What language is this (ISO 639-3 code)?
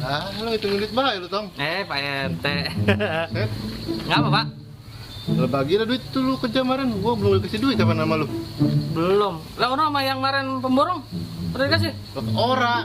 bew